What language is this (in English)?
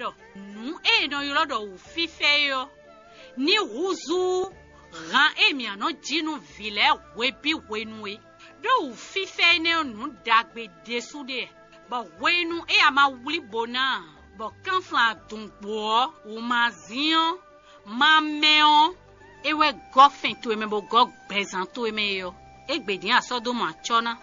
Fon